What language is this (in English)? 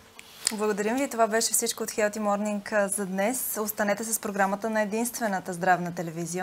Bulgarian